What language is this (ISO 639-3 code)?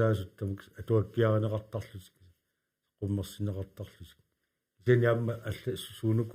kal